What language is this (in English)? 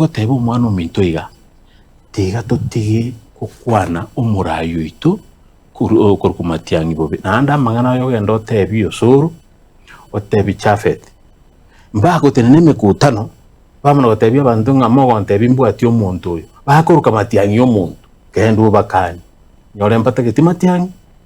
Gusii